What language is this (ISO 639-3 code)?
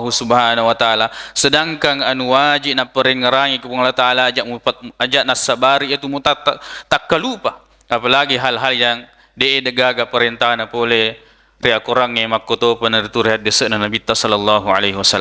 bug